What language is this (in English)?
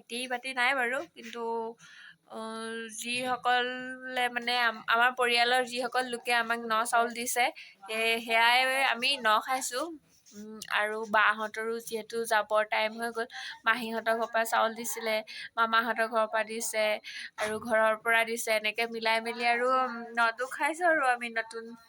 Assamese